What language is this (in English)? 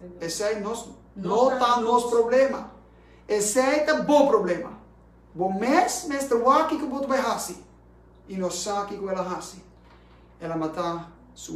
Papiamento